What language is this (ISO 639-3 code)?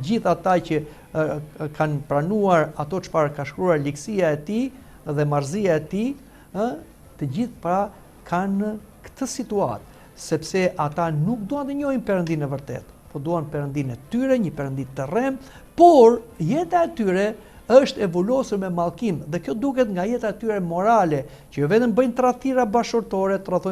sqi